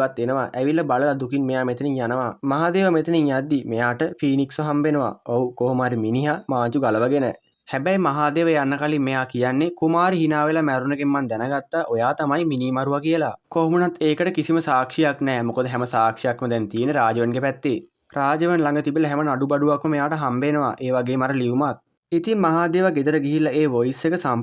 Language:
Sinhala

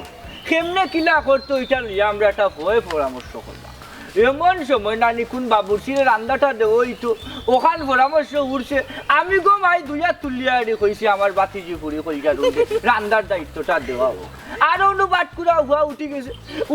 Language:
Sylheti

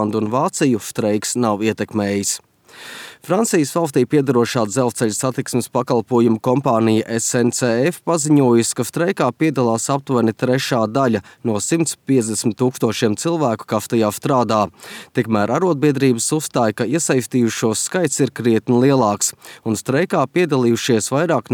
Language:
Latvian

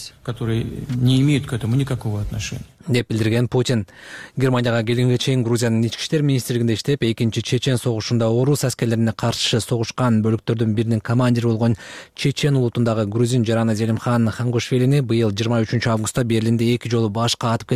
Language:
Kyrgyz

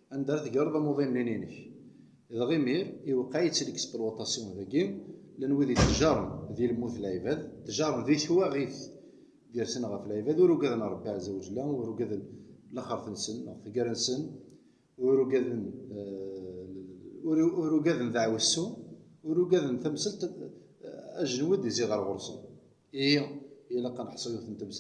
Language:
Kabyle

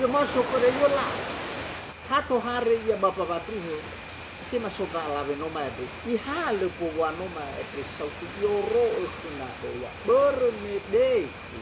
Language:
Nias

